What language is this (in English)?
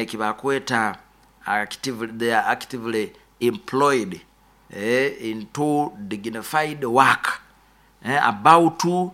Nyoro